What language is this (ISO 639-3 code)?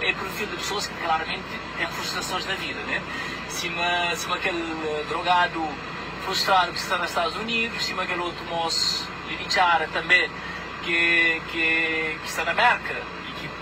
kea